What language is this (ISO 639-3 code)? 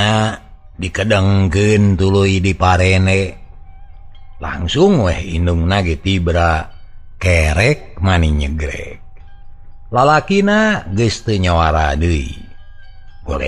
sun